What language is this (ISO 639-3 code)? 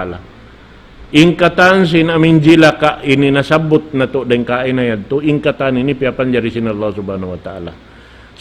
tsg